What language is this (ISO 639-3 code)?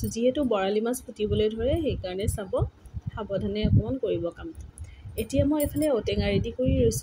asm